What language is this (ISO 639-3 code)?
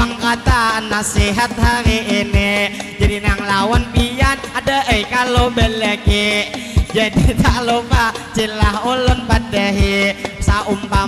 bjn